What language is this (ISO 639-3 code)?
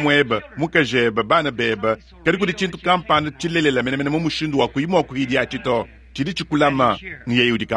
lua